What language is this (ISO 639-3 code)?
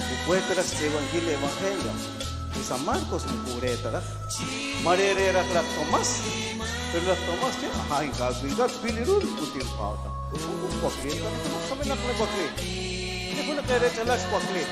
kek